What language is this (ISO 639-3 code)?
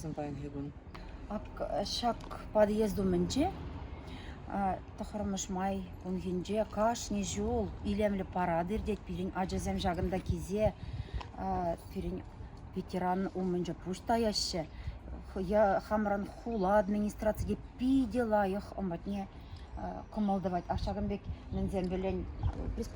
chv